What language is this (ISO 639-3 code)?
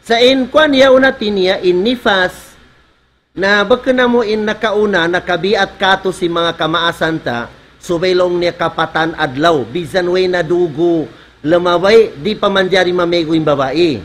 tsg